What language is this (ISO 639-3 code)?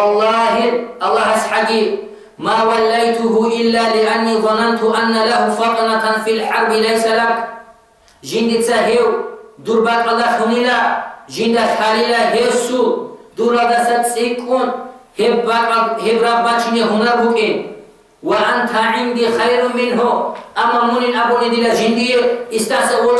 ava